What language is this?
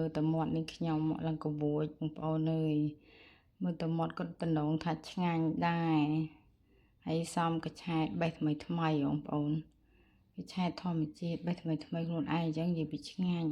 Khmer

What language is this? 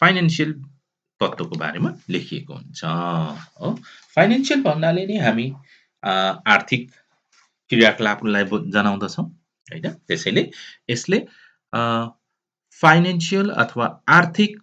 Nepali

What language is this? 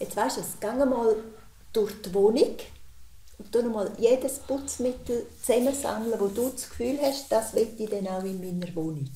Romansh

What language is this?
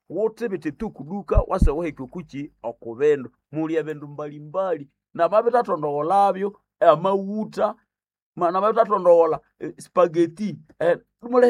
Nande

